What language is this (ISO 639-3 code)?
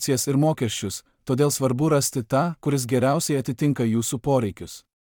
lit